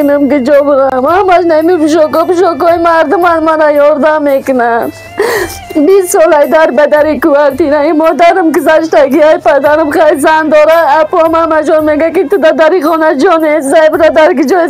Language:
Tajik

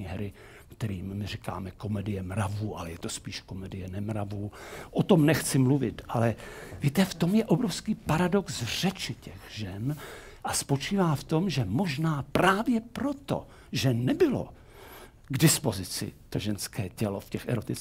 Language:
Czech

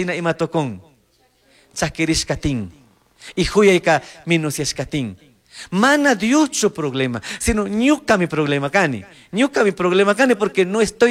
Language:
Chimborazo Highland Quichua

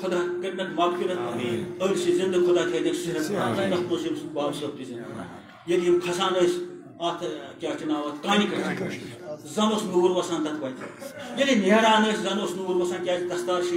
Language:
Kashmiri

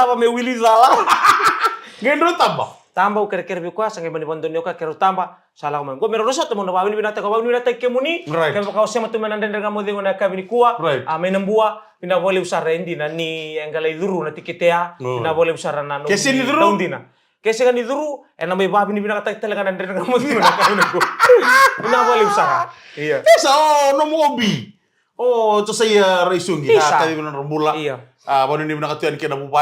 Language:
Fijian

